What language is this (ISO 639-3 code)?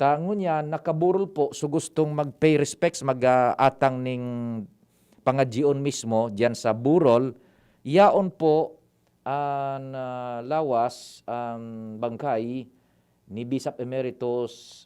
bik